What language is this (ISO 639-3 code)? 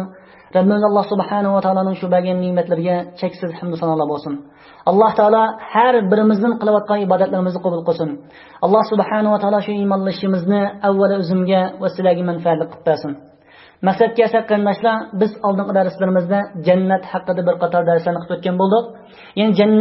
uig